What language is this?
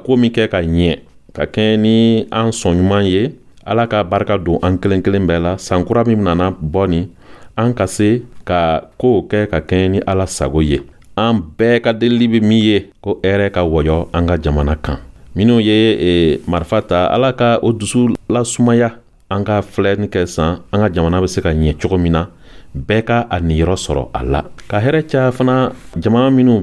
Dyula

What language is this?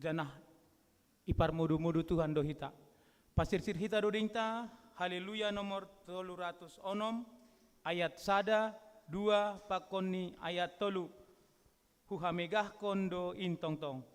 Batak Simalungun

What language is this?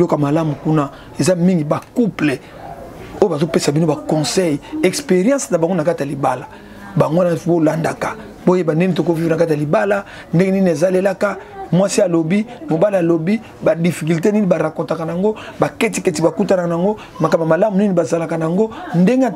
Lingala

